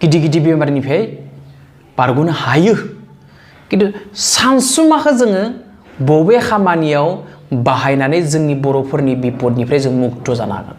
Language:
Bodo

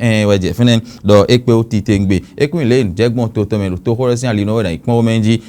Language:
Fon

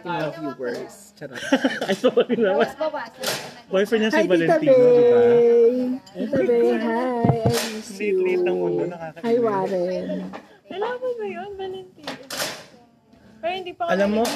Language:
Filipino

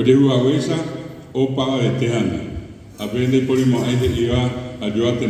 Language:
Guarani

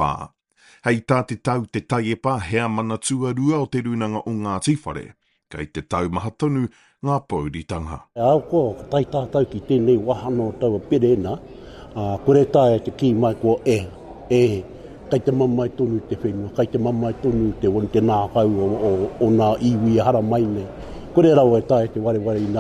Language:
Māori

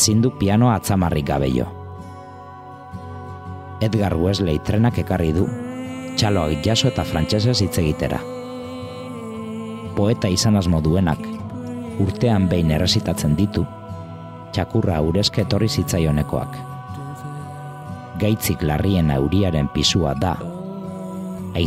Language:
Basque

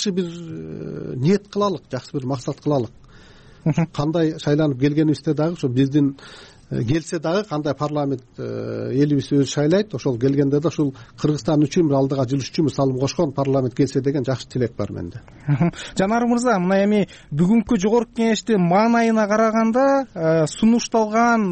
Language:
Kyrgyz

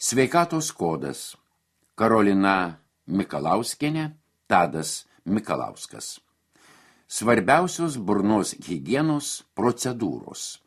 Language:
Lithuanian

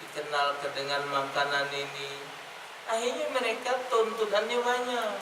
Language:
Musi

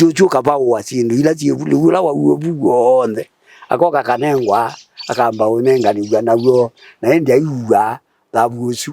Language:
Kamba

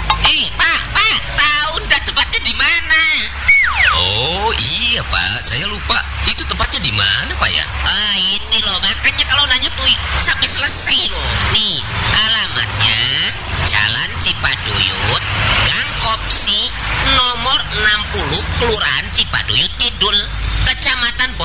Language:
Indonesian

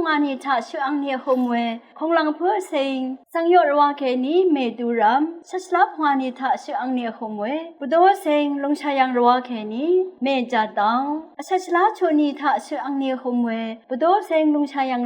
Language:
Rawang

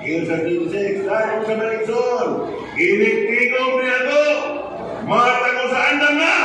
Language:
Cebuano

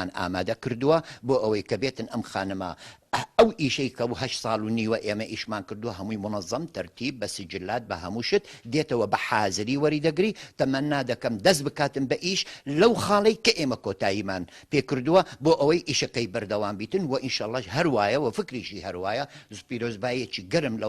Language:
Central Kurdish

